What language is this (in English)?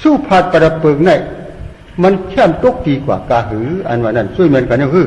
Shan